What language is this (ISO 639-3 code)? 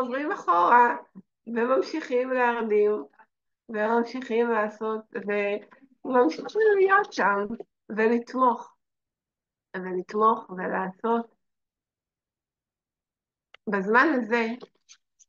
heb